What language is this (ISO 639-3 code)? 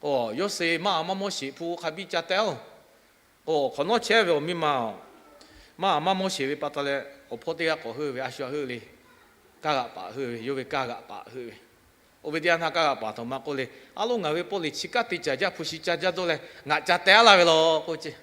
lhu